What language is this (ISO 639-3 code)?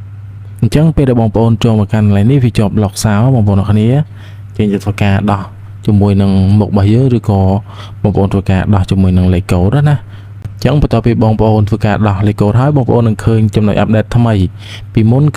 khm